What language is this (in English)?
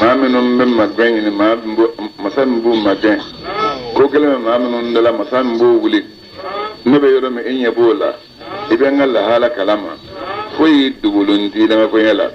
Bambara